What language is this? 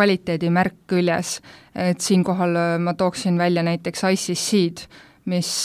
Estonian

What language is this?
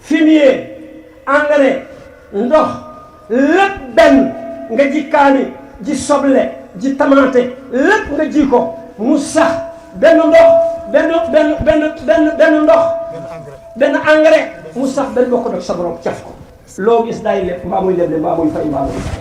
Wolof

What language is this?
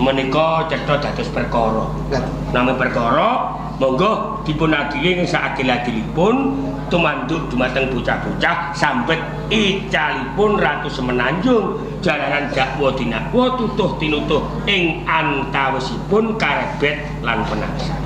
Javanese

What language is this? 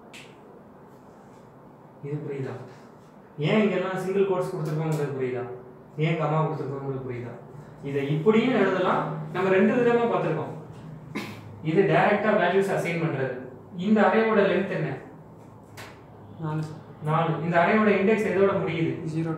Tamil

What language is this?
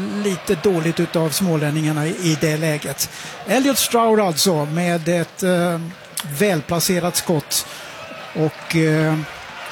Swedish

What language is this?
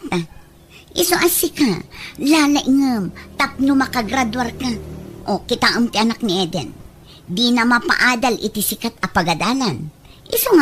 Iloko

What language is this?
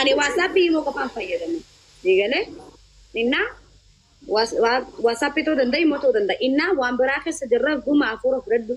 Oromo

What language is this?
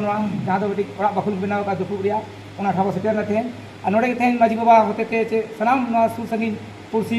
Santali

